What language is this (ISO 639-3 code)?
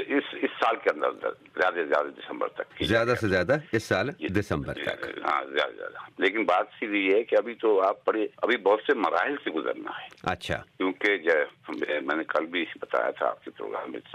urd